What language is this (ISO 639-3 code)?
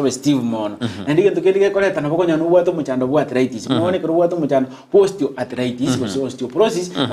guz